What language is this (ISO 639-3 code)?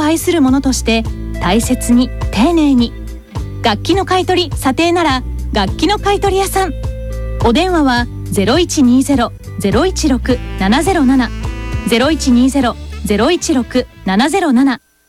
jpn